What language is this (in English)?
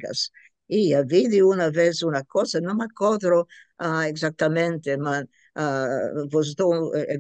Ladino